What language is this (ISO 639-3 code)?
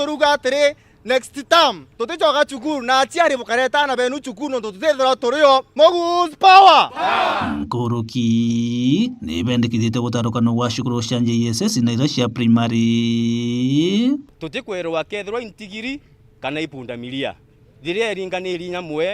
mer